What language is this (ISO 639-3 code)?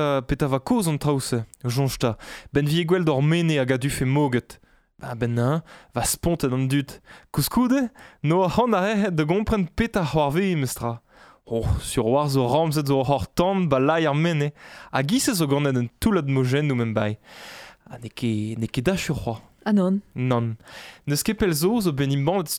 bre